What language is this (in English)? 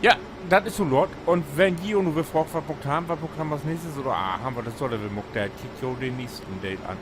Low German